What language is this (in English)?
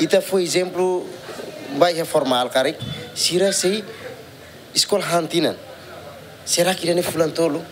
Tetum